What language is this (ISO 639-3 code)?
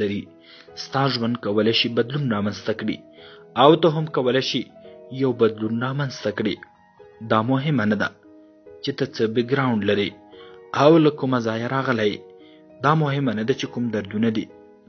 pus